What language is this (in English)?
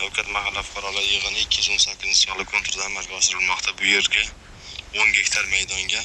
Uzbek